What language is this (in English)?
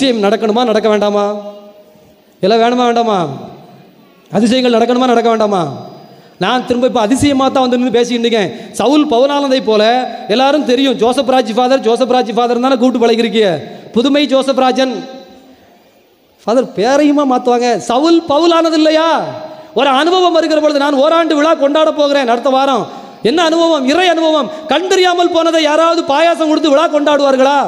Tamil